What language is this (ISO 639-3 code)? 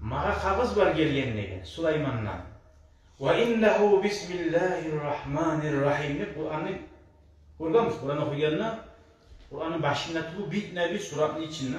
kum